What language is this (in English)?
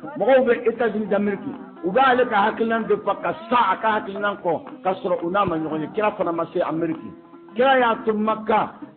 Bambara